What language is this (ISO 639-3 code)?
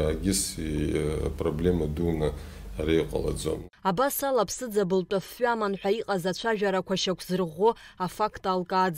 abk